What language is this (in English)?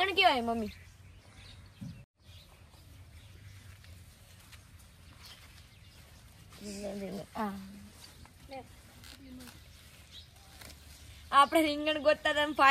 Gujarati